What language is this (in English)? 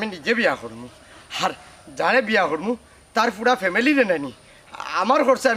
Sylheti